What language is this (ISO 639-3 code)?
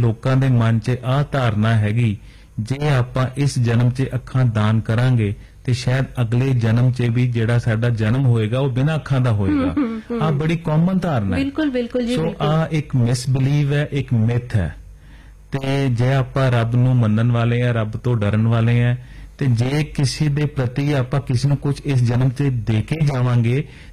pan